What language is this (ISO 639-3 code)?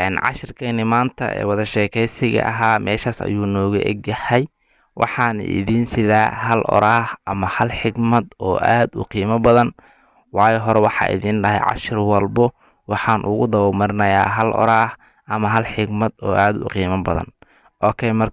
som